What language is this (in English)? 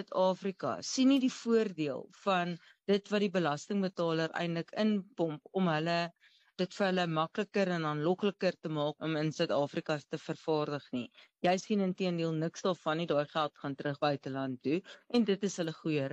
Afrikaans